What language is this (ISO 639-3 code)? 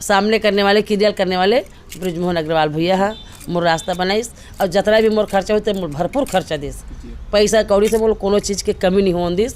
hne